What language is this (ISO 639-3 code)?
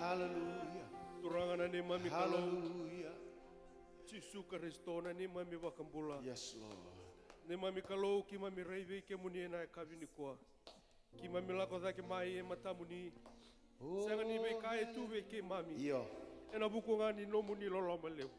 fij